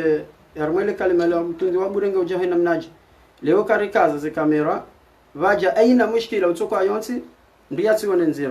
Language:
Ngazidja Comorian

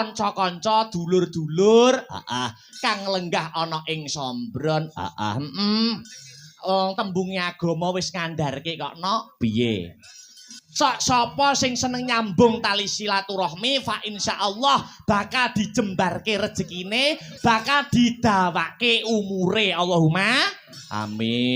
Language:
Javanese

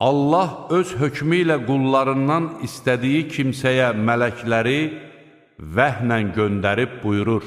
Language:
Azerbaijani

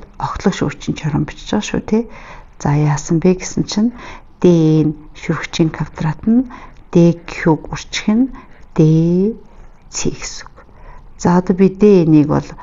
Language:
Mongolian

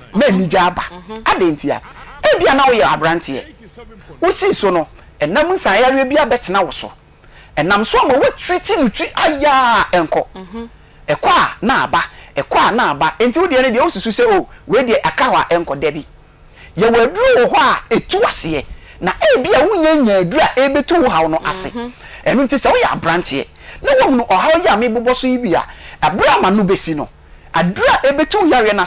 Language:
Akan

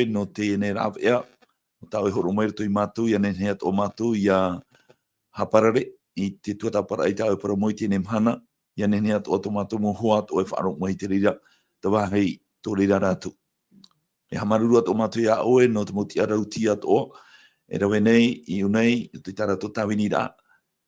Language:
Tahitian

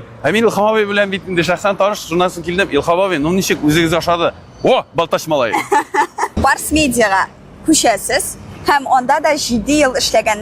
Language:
Tatar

